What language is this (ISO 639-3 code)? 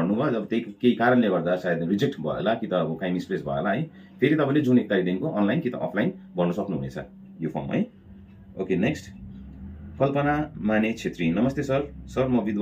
nep